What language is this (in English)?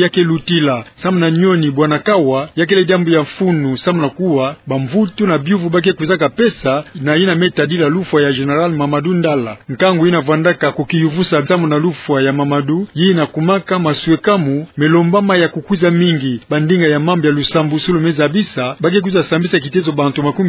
Kituba (Democratic Republic of Congo)